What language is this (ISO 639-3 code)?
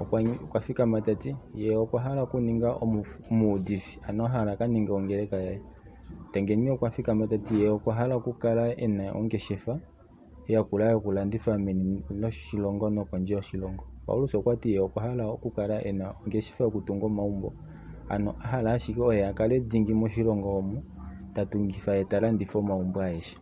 kua